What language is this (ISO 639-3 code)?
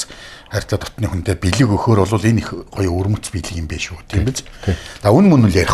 mon